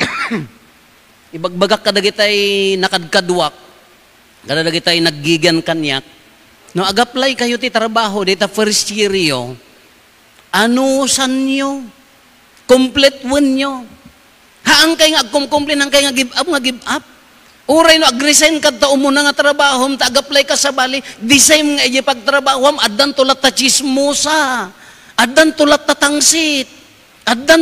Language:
Iloko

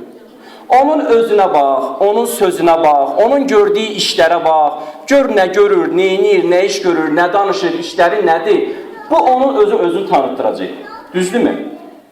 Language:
Azerbaijani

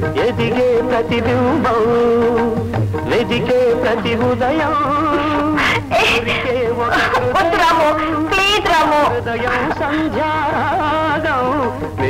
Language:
Telugu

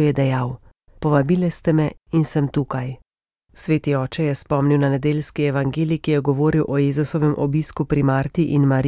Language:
Slovenian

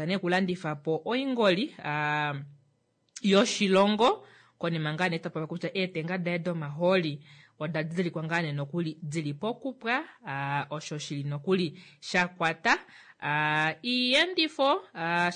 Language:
Kuanyama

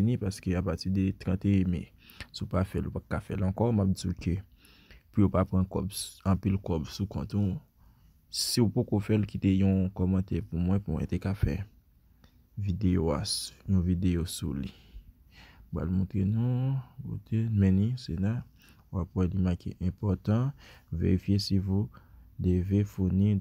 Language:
Haitian Creole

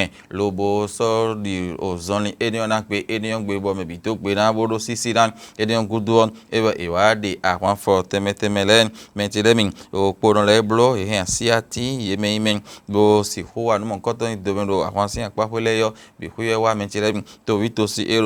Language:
Fon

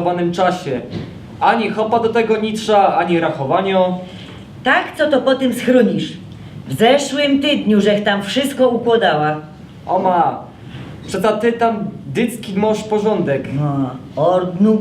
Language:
Silesian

